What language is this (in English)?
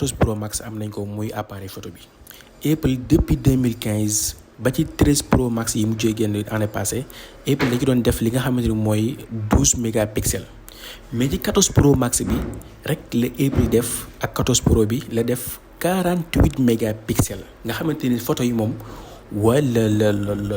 Wolof